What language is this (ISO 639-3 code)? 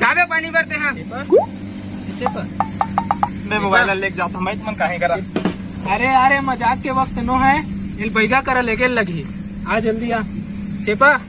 hne